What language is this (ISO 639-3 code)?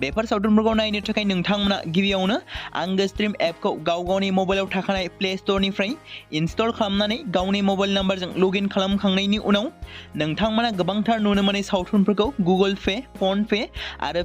brx